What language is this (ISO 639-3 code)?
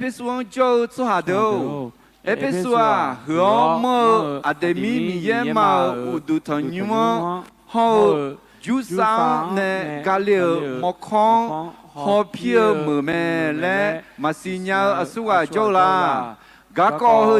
ahk